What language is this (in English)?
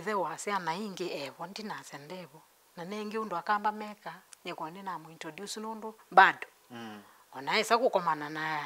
Kamba